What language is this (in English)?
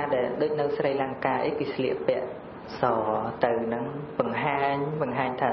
Khmer